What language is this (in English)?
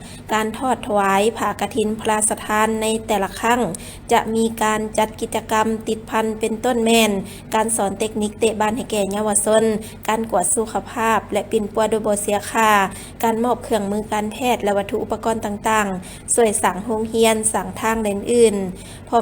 Lao